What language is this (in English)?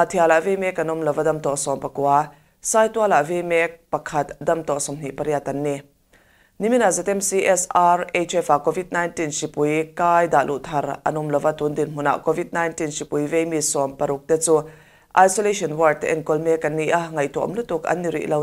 Mizo